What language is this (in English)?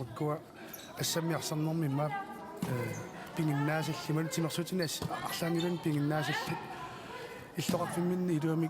Kalaallisut